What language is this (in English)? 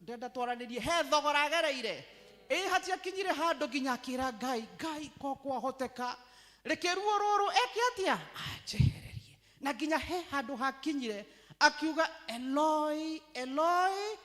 Kikuyu